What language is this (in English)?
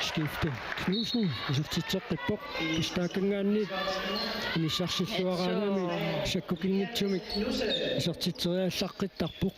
Kalaallisut